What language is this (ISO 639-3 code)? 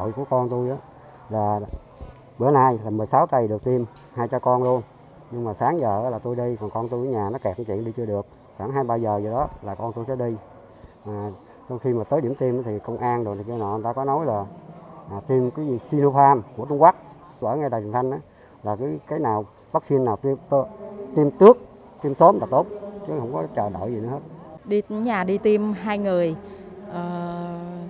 vie